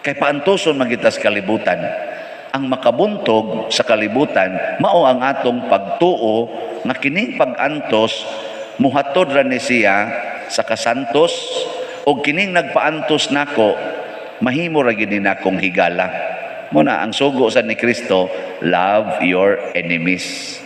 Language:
Cebuano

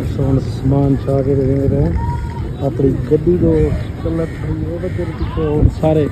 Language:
Saraiki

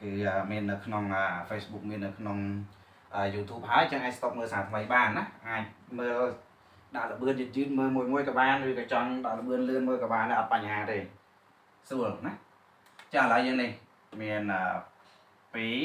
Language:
Khmer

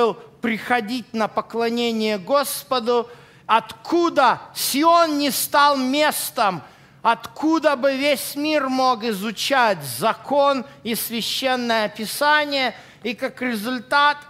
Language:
Russian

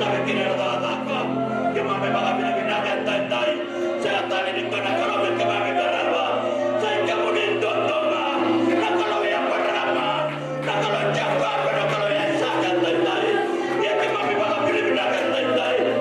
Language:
Fijian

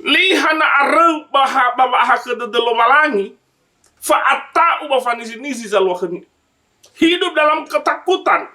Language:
Nias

